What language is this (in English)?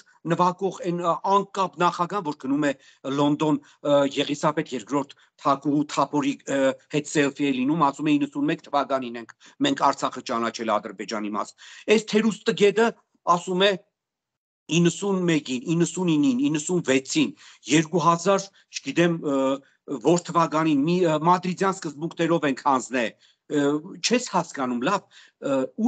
Armenian